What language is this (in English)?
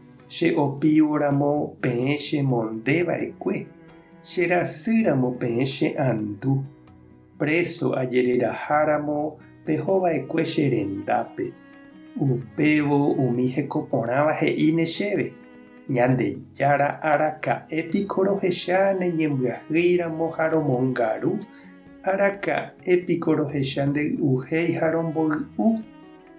Guarani